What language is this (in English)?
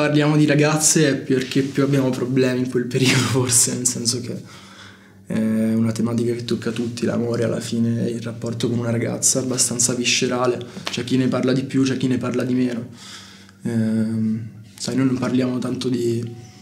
Italian